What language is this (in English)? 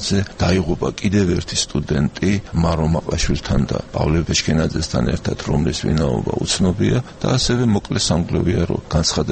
Georgian